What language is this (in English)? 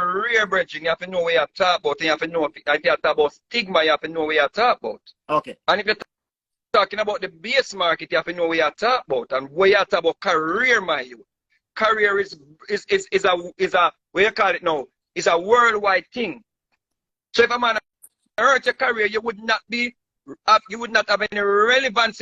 Jamaican Creole English